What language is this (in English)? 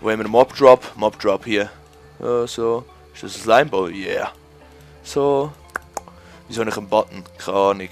Swiss German